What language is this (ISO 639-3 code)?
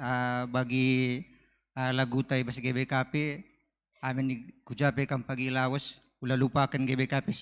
btx